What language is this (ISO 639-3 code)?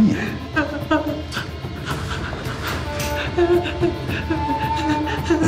tur